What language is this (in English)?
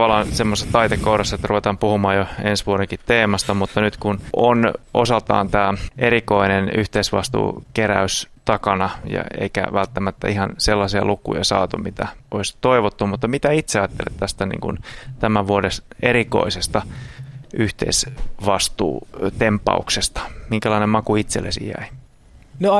Finnish